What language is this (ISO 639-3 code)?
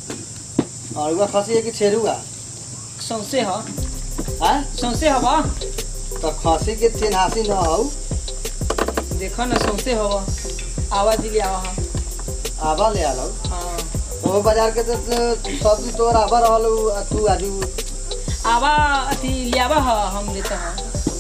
bho